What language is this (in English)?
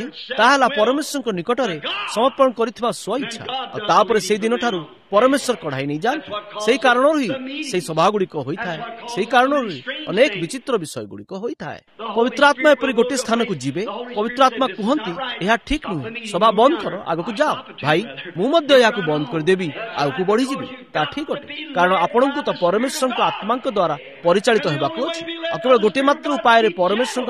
Odia